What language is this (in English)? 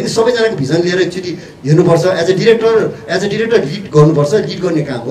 Nepali